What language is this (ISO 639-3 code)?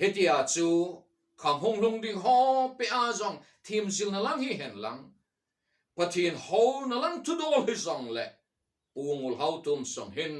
tcz